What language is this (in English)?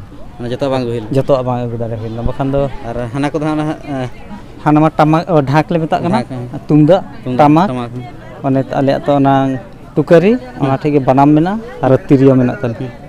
Santali